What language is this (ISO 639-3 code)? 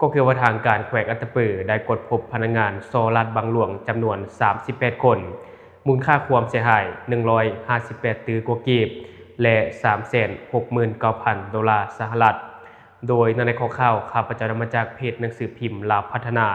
lao